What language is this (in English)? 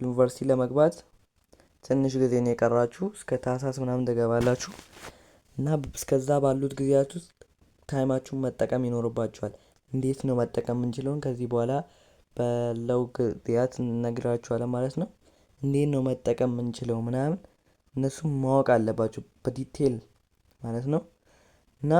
Amharic